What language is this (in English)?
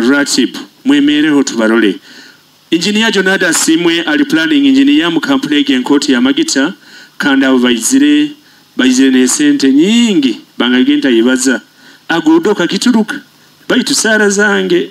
Nyoro